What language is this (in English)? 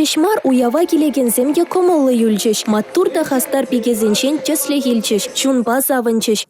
Chuvash